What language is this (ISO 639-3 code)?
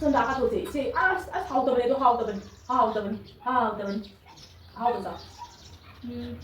mni